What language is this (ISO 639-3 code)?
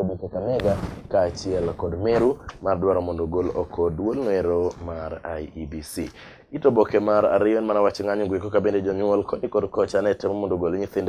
luo